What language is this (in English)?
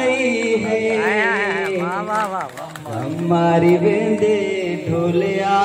Saraiki